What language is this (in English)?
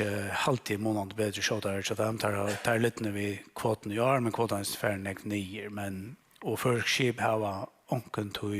Faroese